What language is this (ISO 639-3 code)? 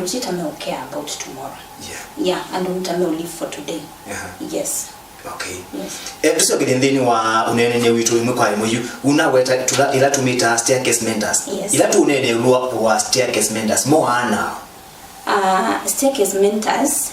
kam